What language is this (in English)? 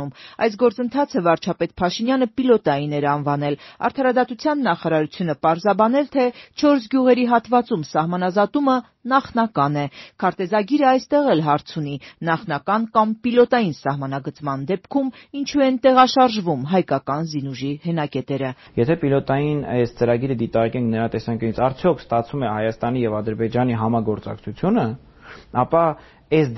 Armenian